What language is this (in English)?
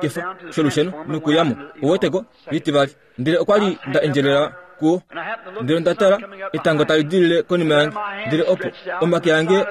Kuanyama